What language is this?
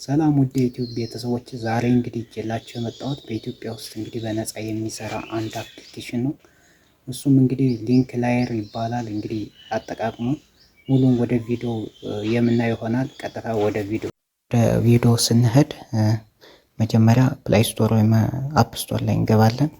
Amharic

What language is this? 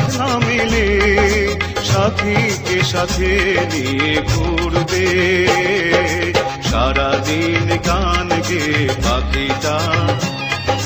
Bangla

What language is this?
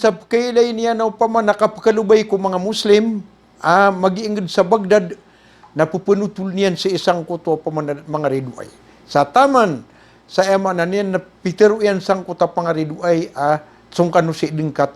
Maranao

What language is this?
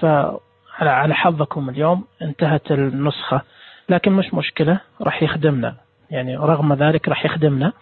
Najdi Arabic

